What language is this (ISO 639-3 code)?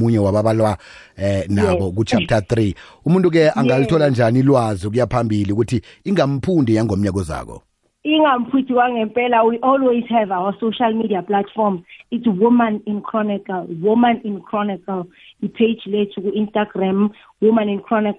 nbl